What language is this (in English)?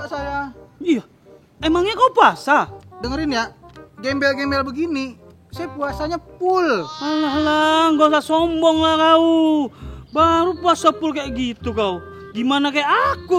Betawi